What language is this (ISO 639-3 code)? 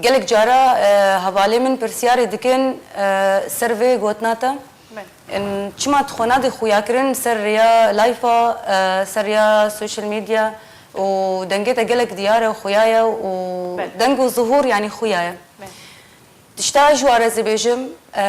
kur